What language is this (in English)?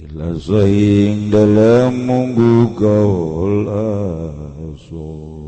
Sundanese